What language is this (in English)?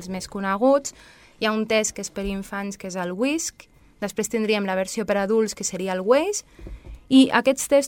Catalan